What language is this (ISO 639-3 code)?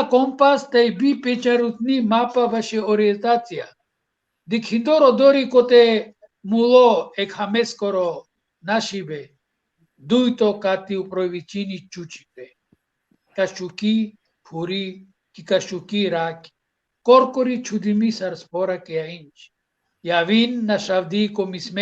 rmn